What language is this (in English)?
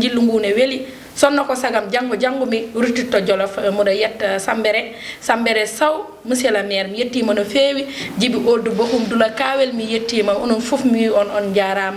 Fula